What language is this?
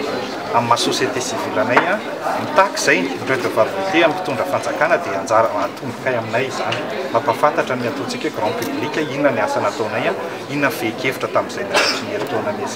Malagasy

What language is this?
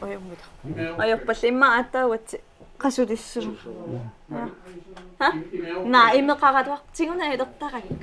Kalaallisut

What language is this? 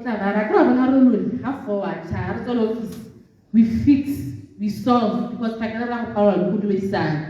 Tswana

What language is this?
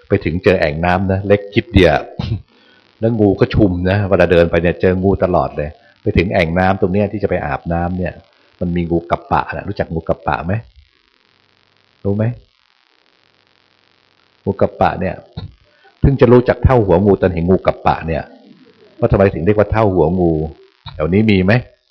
Thai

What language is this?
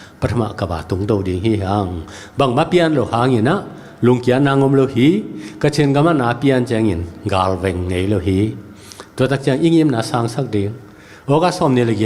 Tedim Chin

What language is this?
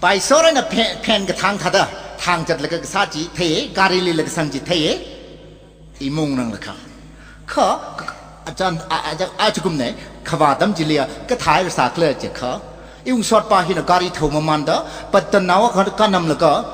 Tangkhul Naga (India)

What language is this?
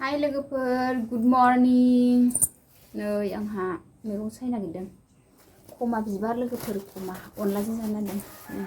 Bodo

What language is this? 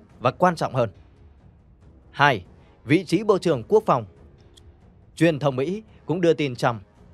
Vietnamese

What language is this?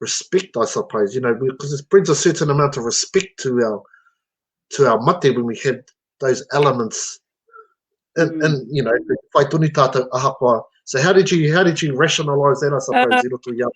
Māori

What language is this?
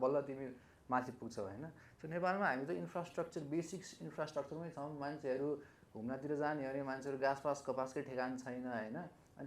Nepali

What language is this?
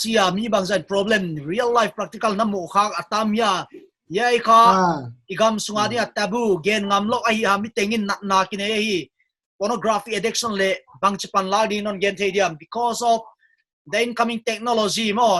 Paite Chin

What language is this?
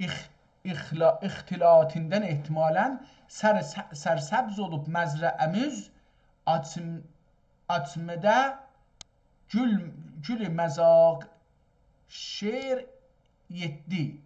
South Azerbaijani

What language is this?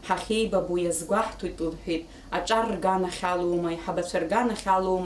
Abkhazian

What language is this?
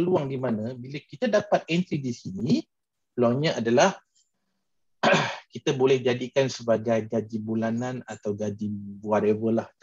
Malay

